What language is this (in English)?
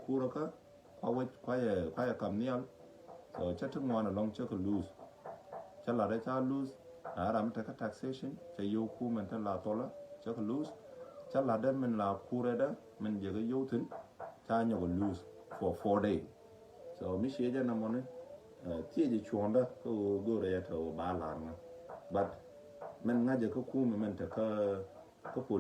Nuer